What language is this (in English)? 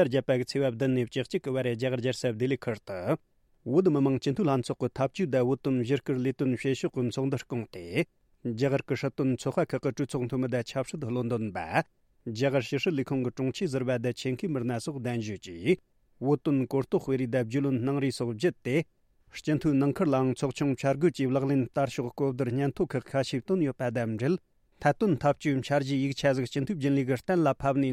Tibetan